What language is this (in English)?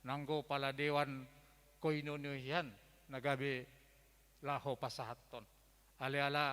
Batak Toba